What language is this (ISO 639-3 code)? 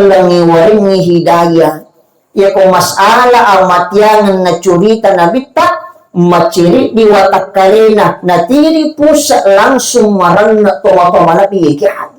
bug